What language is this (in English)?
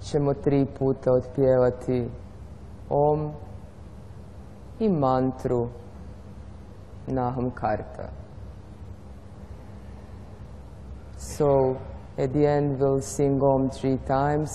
Croatian